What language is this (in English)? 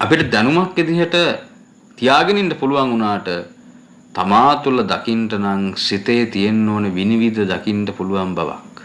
Sinhala